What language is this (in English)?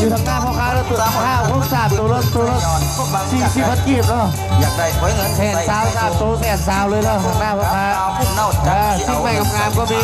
Lao